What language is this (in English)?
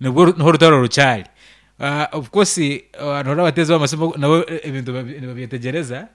Nyankole